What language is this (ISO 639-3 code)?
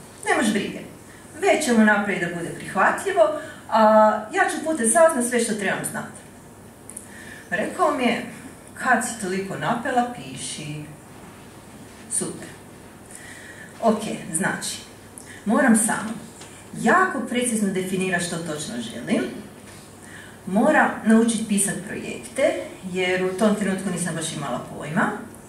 hrv